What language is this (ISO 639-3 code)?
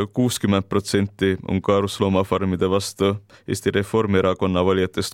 est